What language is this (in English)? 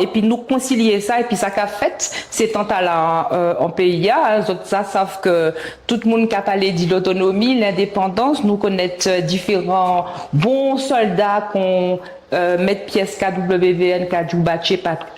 Guadeloupean Creole French